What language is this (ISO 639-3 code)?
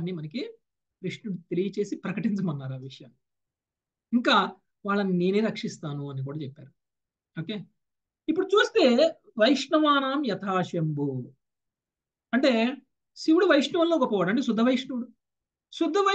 tel